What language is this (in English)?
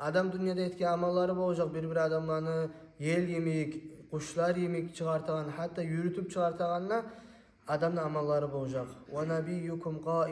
Kumyk